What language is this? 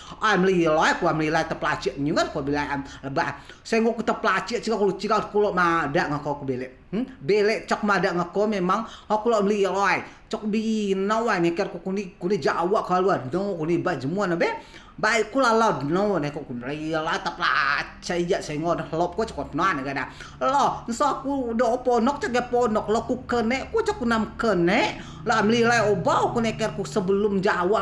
Rejang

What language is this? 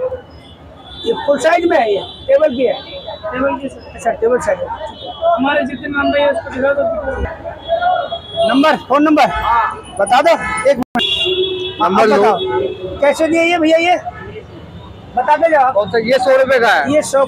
Hindi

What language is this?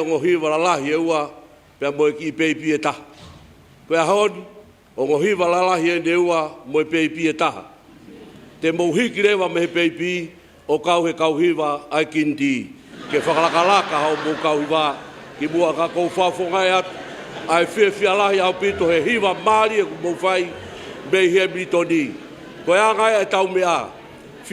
Tongan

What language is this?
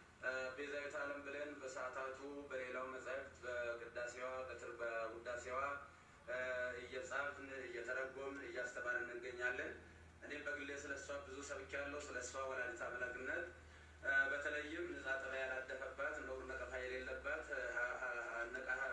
Amharic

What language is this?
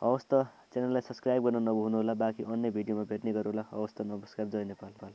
Nepali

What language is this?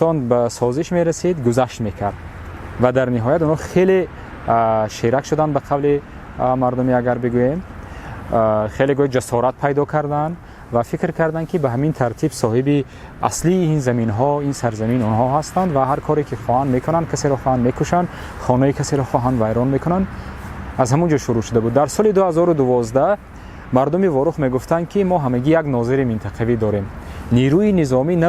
Tajik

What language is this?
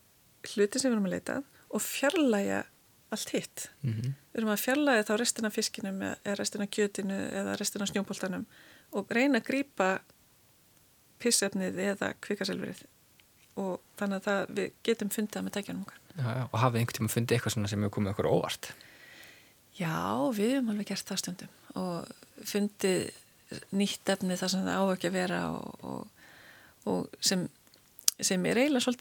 Icelandic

